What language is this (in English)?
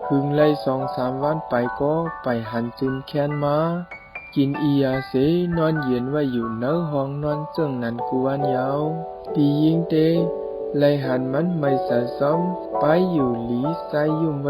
Shan